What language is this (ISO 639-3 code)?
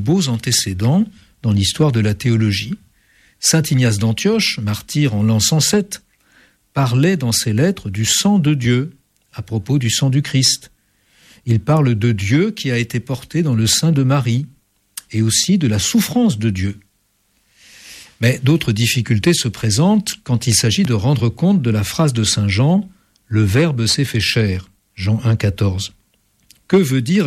fra